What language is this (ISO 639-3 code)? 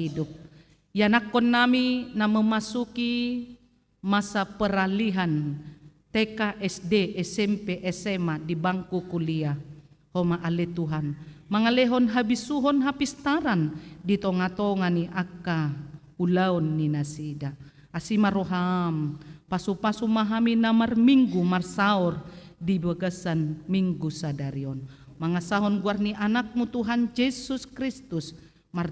bbc